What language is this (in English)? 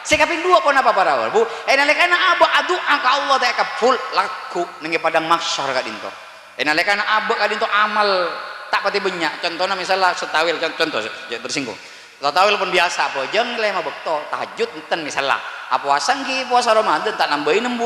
Madurese